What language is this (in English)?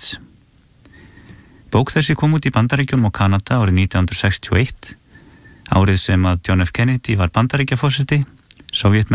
Icelandic